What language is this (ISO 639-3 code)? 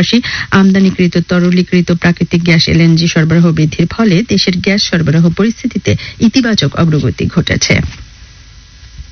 ben